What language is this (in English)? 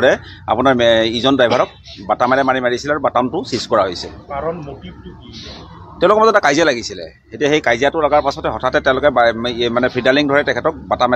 Assamese